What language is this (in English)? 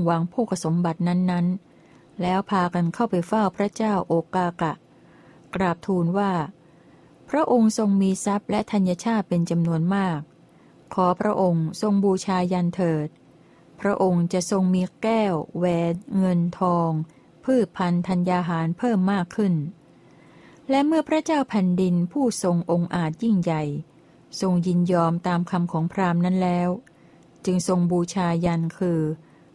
Thai